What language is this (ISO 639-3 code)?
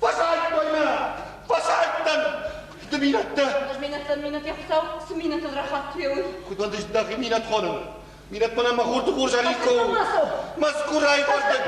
oss